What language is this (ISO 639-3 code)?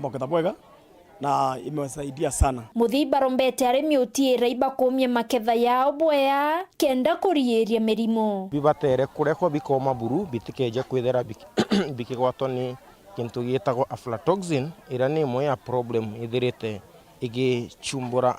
mer